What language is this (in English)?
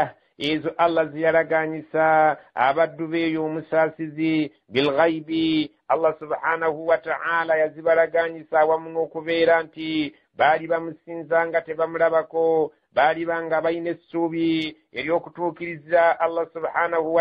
Ganda